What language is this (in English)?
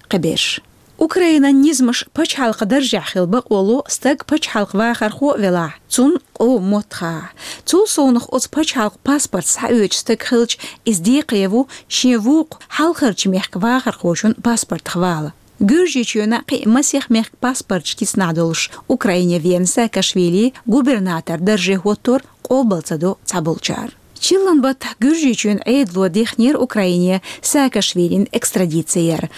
Chechen